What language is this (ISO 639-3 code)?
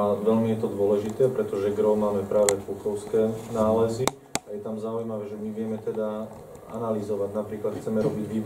slk